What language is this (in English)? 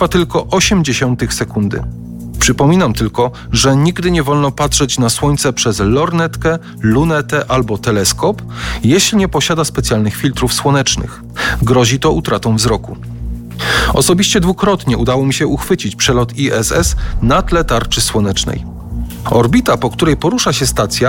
Polish